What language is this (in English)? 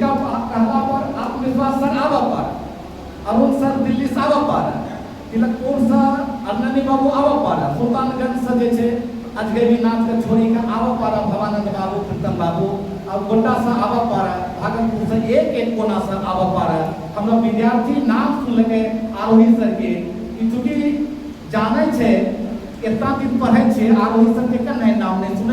Angika